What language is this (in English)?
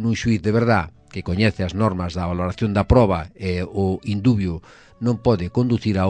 Galician